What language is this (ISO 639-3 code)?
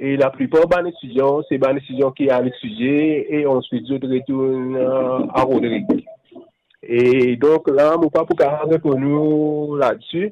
mfe